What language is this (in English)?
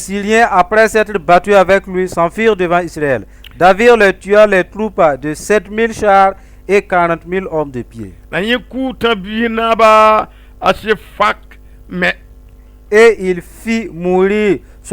Mossi